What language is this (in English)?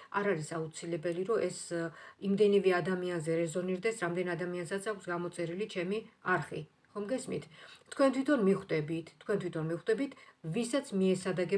Georgian